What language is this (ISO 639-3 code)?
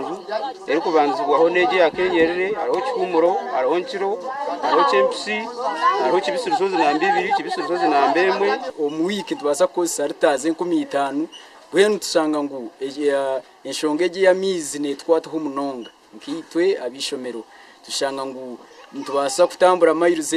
nyn